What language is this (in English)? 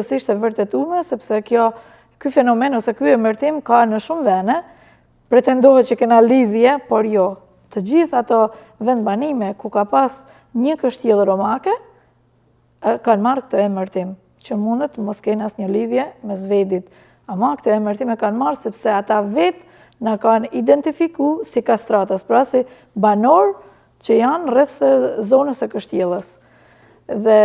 Albanian